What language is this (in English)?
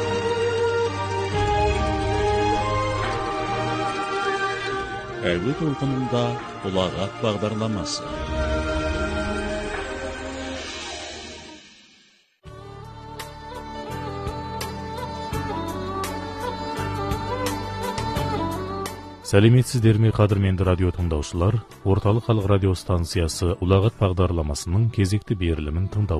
Kazakh